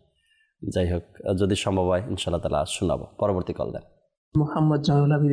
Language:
Bangla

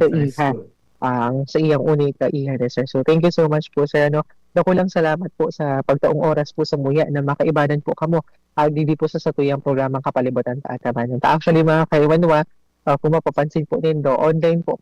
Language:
Bikol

